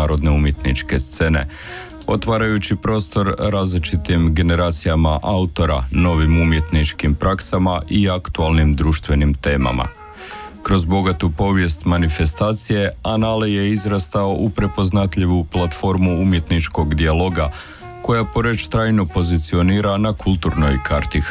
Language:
Croatian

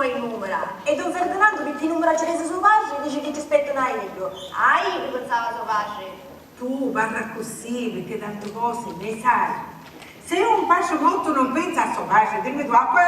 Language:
Sicilian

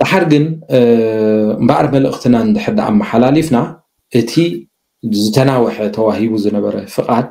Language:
Tigrinya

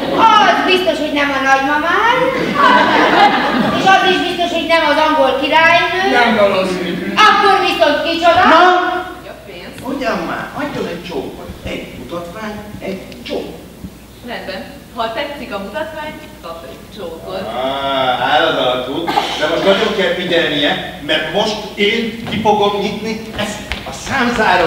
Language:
Hungarian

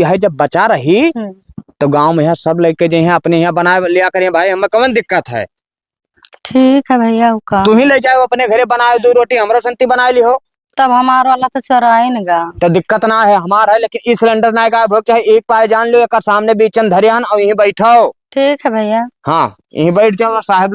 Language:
Awadhi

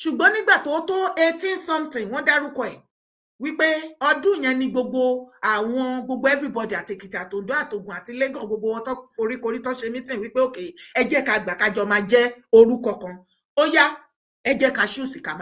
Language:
Yoruba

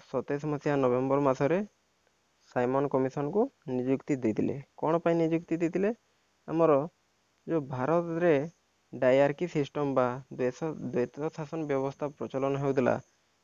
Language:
Odia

